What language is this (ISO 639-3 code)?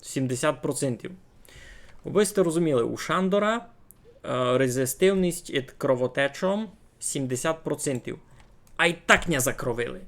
rue